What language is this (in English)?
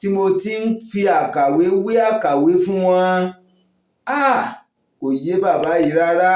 Yoruba